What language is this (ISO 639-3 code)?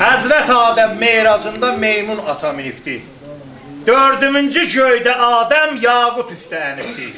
azb